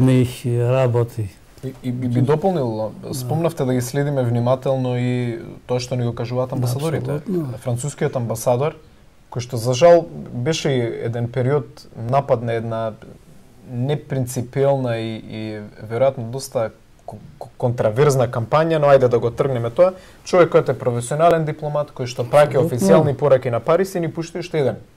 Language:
Macedonian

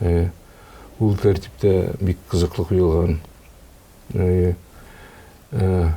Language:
Tatar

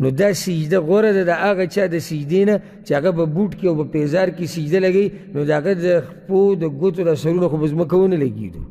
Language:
Pashto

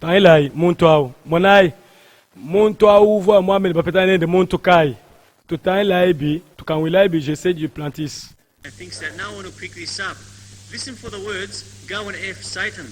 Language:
Luba-Lulua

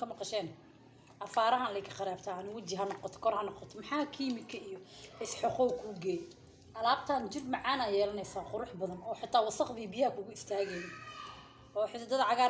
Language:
Somali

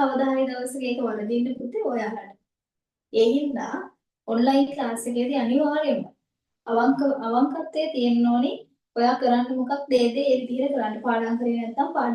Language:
Sinhala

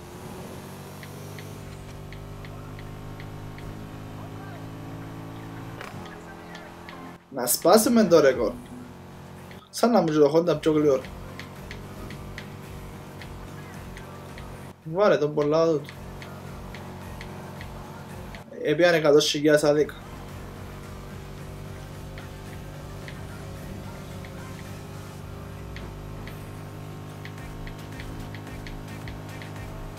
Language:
Greek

